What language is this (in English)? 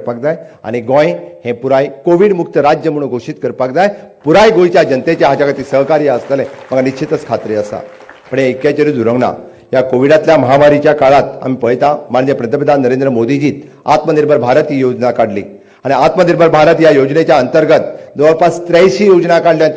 Konkani